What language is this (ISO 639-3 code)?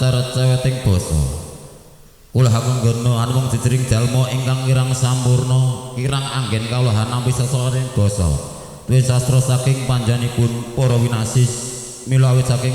jav